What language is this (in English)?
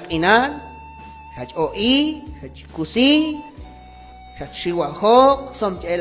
Q'anjob'al